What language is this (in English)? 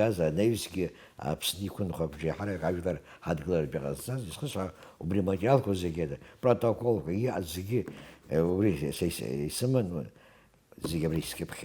Abkhazian